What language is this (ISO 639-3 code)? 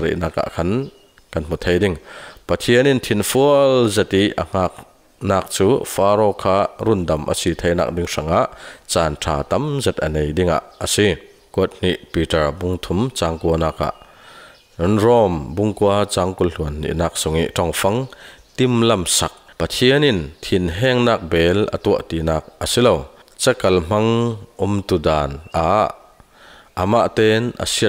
cfm